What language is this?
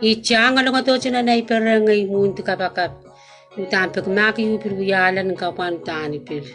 Pohnpeian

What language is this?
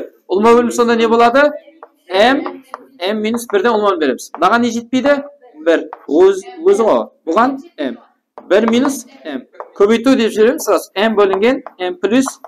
Kara-Kalpak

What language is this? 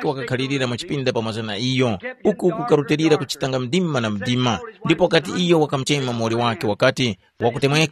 Tumbuka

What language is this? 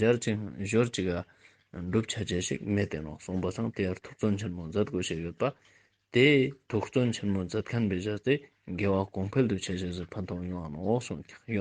Ladakhi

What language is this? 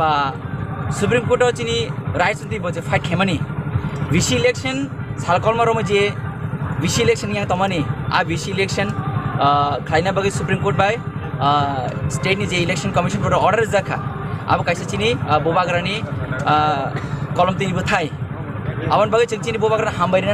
Kok Borok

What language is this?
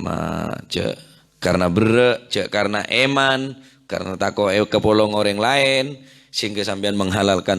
Madurese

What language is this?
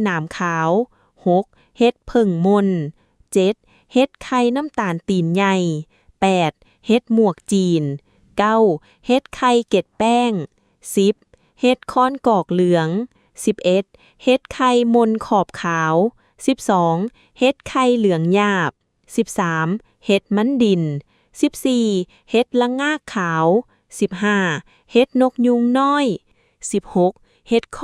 Lao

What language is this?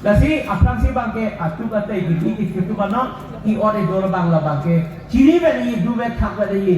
Karbi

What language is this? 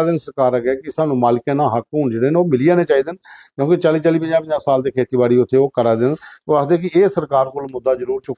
Dogri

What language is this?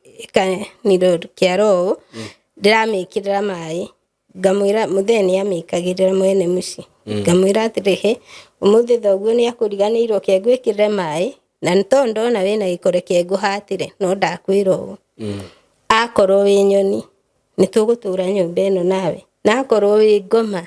Kikuyu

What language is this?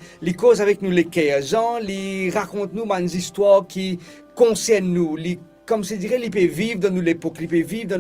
Morisyen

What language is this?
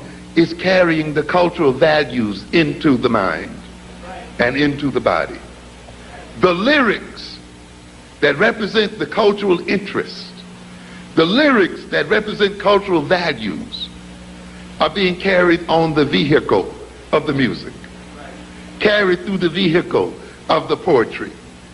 English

